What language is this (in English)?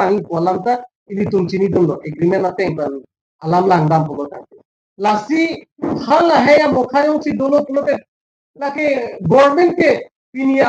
Karbi